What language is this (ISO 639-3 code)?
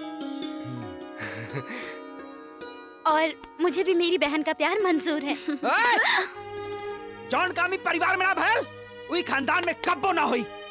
bho